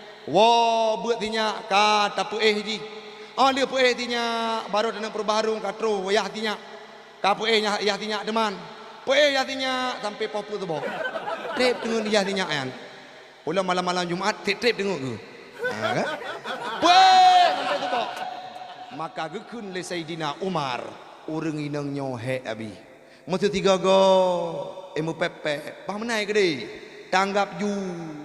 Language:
Achinese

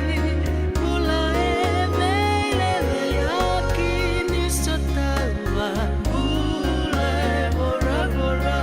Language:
Fijian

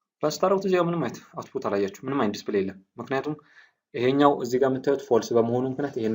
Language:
Amharic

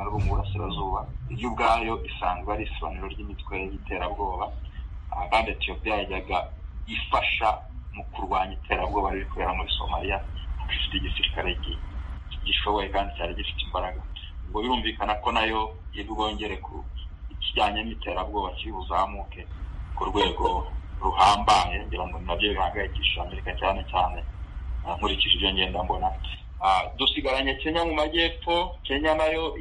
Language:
Kinyarwanda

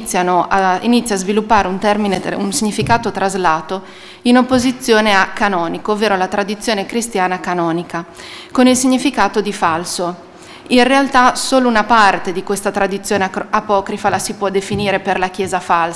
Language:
Italian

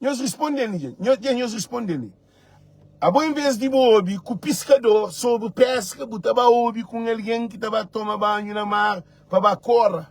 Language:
Kabuverdianu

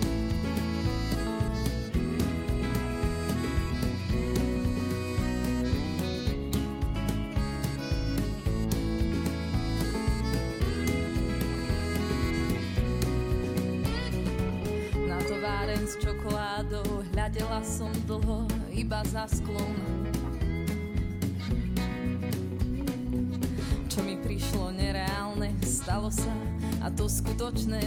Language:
Slovak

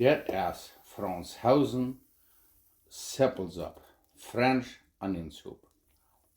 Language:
Plautdietsch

